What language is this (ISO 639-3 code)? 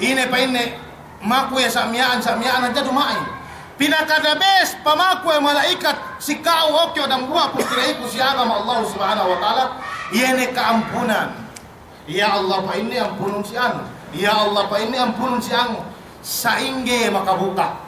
yka